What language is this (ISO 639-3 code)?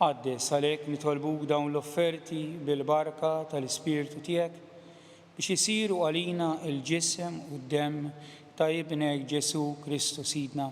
mlt